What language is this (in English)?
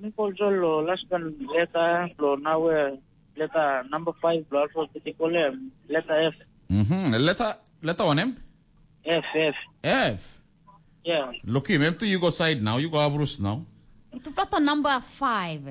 Tok Pisin